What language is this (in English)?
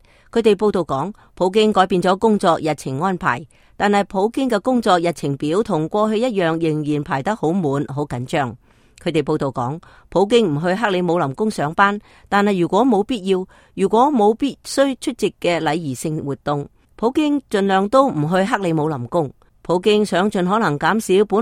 Cantonese